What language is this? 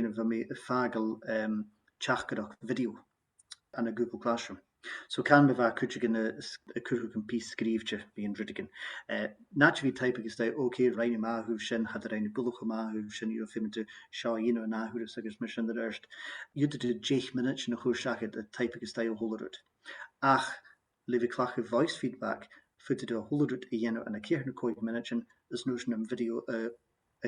Scottish Gaelic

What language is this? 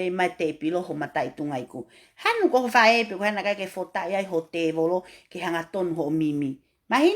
Tongan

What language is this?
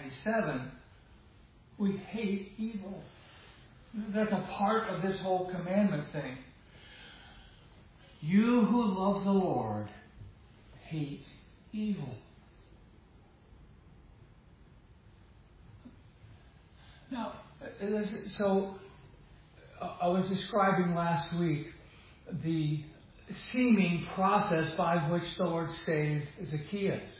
English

